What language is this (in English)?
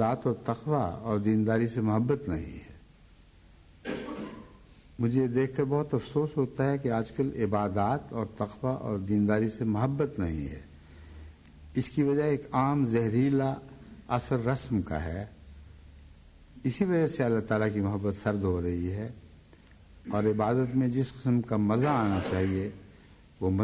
Urdu